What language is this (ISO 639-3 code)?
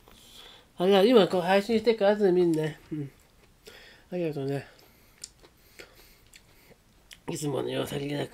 jpn